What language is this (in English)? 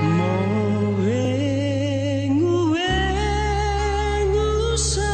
Nias